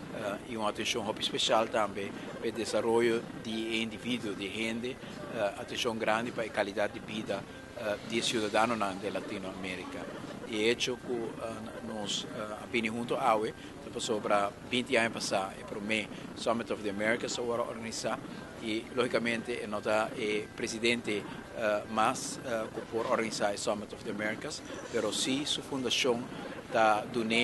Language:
Papiamento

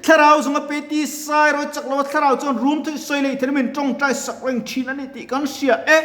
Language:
Mizo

